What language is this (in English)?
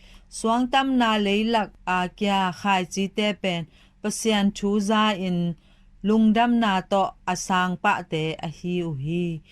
Tedim Chin